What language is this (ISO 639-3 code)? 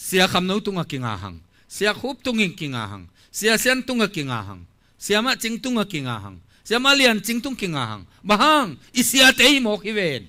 ctd